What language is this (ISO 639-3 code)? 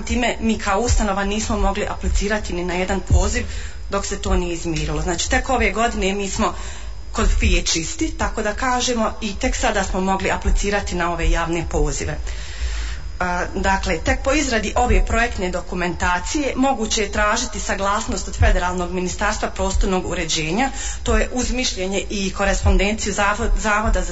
bos